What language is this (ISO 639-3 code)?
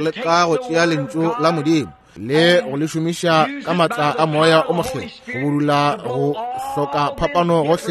nso